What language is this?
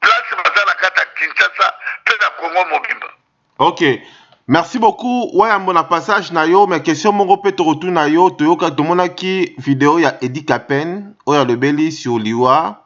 Lingala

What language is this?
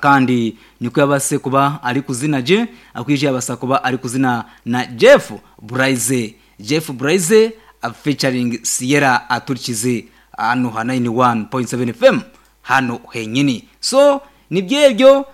Nyankole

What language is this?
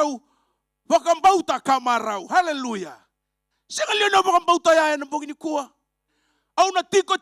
Fijian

